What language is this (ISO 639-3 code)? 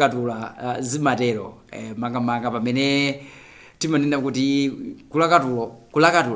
nya